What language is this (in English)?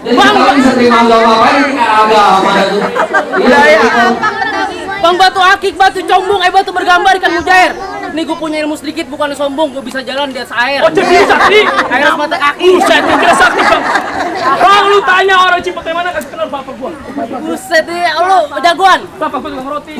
Betawi